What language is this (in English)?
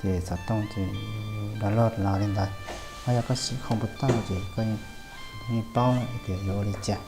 Hmong